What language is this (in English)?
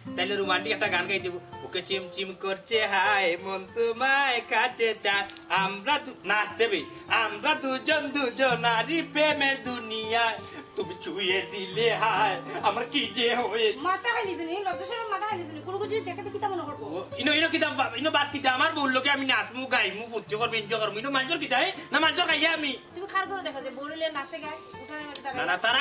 Sylheti